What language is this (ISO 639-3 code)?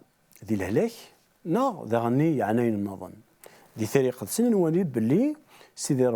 kab